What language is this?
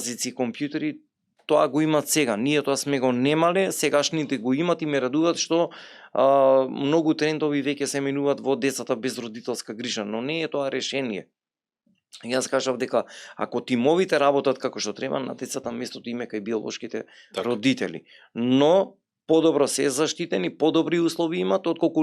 Macedonian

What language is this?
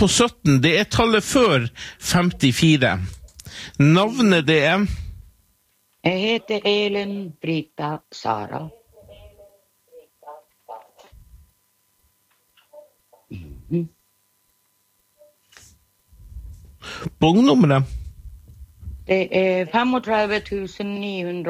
Norwegian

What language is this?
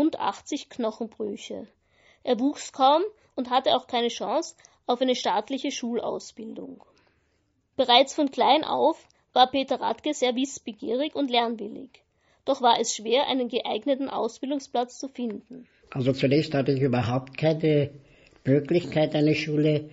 German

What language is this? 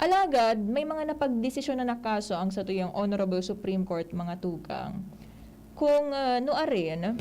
Bikol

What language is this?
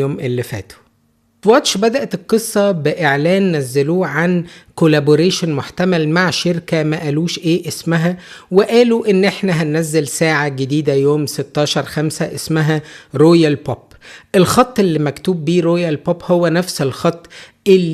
Egyptian Arabic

